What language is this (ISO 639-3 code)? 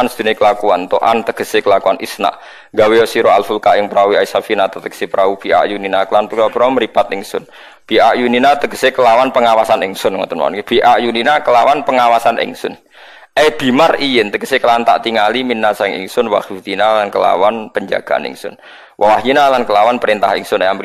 jav